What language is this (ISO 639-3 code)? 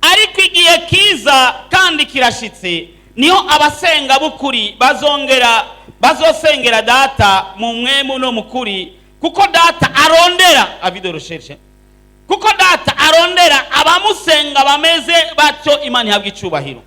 run